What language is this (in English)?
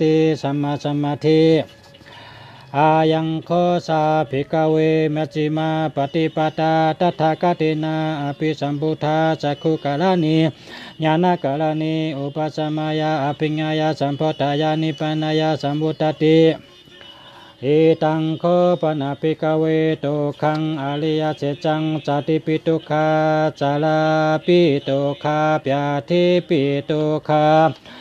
Shan